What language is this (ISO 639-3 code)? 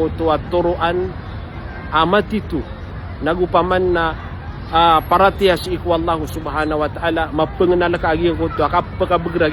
mrw